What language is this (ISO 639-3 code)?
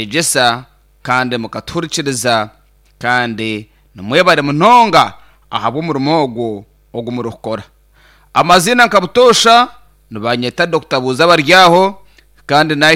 nyn